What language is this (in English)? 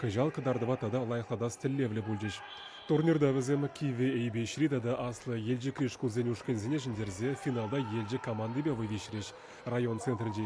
Chuvash